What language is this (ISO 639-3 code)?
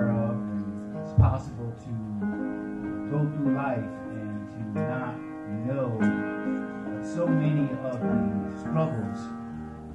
eng